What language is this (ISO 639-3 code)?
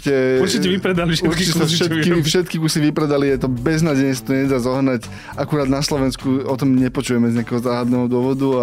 slk